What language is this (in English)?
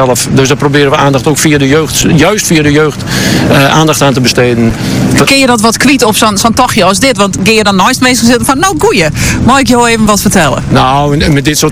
Dutch